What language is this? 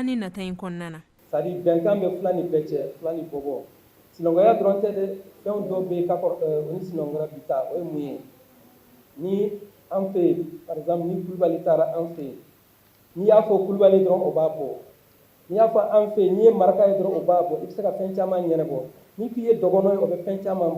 Bambara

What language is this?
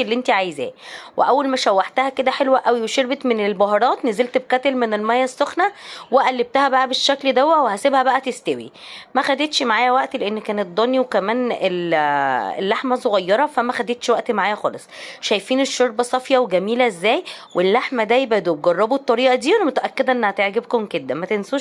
Egyptian Arabic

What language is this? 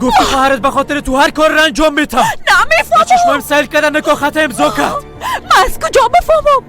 Persian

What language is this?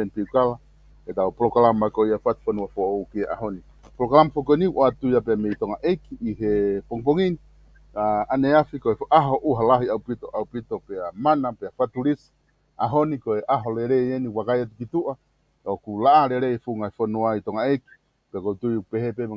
Tongan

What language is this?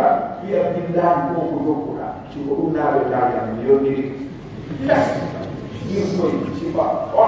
Pular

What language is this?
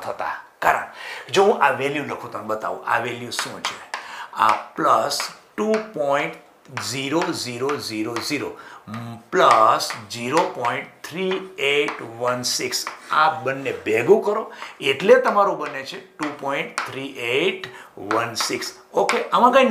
Gujarati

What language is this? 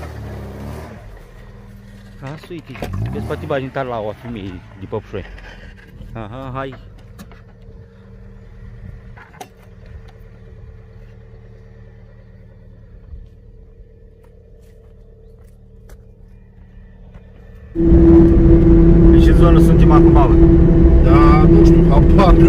Romanian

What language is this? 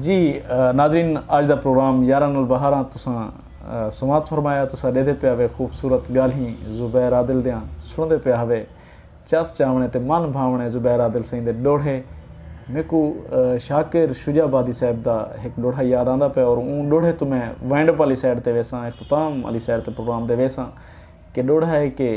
Saraiki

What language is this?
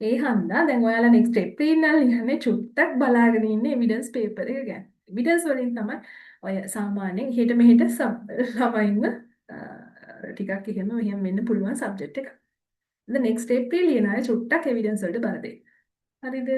Sinhala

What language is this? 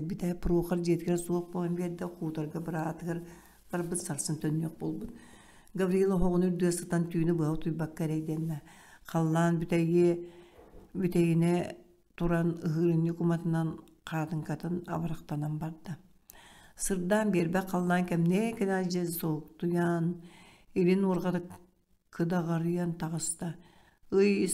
Yakut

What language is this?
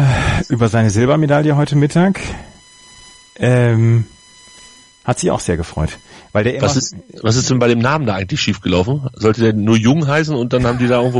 German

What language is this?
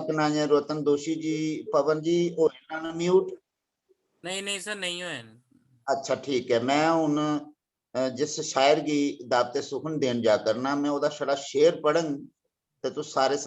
Dogri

